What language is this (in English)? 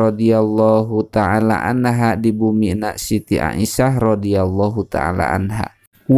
Sundanese